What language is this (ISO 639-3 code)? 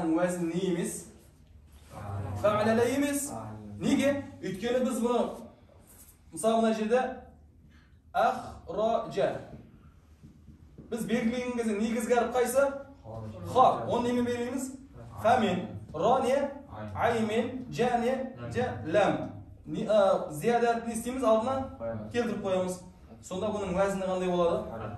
kaz